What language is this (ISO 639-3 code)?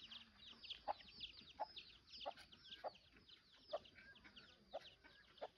lao